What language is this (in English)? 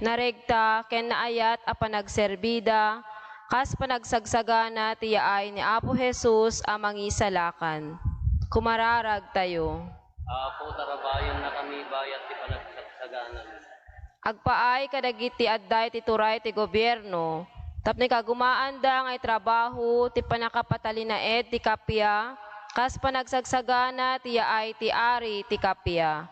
Iloko